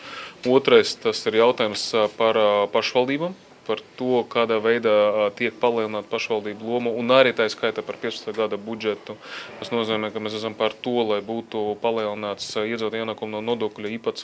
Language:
Latvian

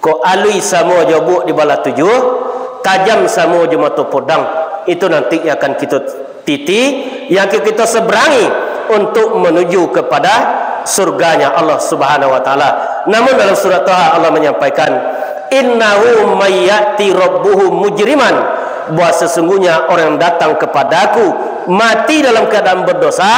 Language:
Minangkabau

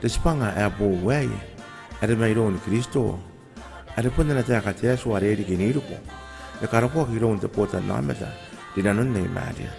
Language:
Gilbertese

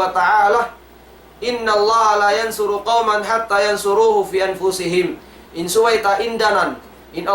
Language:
Tausug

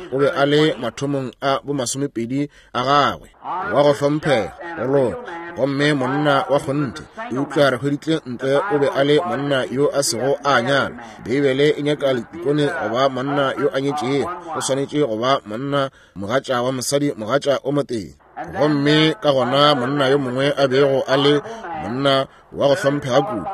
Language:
Northern Sotho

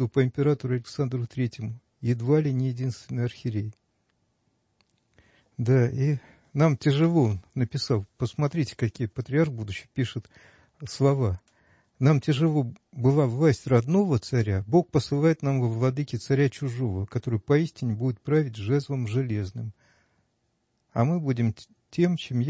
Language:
Russian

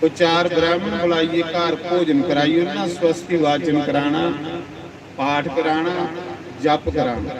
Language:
Dogri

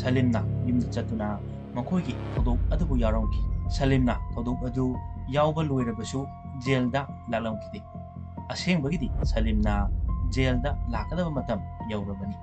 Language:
Manipuri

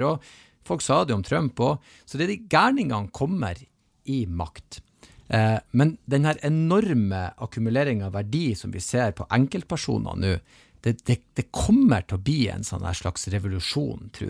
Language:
Norwegian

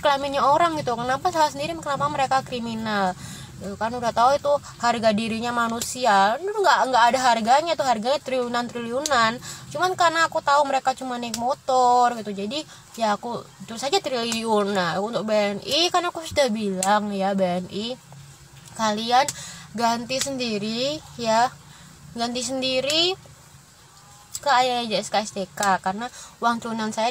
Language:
Indonesian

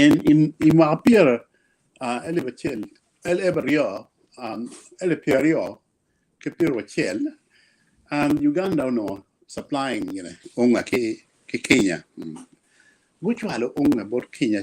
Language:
Acoli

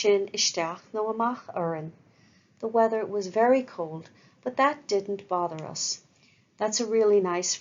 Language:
Irish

